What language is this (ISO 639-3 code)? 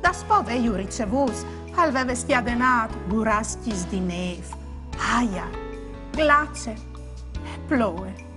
fur